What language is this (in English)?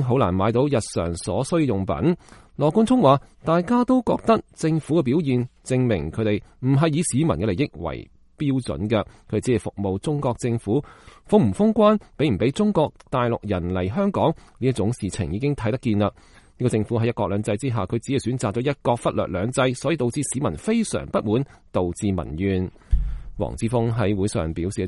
Cantonese